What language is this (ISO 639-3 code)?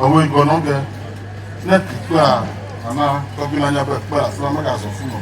ewe